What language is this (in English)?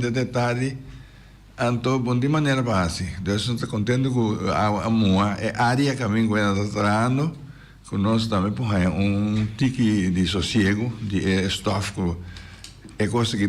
Papiamento